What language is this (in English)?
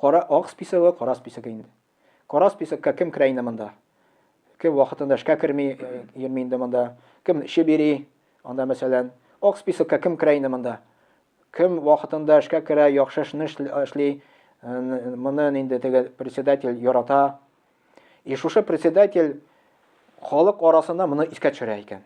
Tatar